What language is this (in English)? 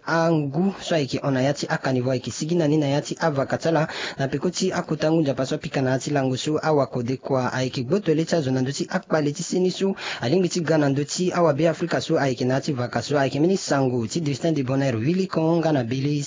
Sango